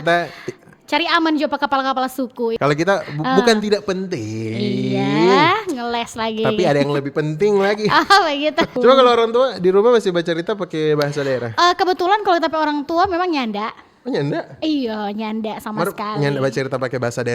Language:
Manado Malay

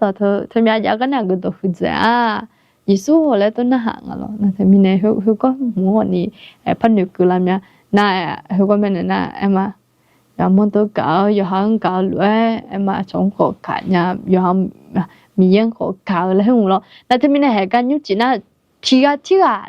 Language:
Akha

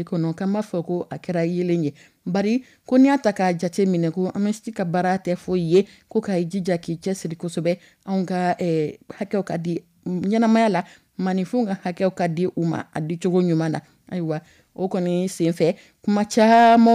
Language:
Dyula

